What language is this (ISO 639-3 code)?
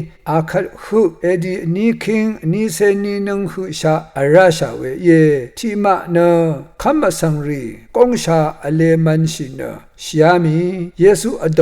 raw